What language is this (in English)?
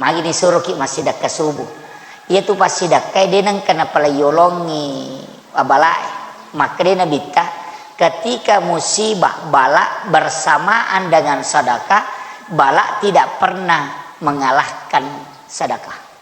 Buginese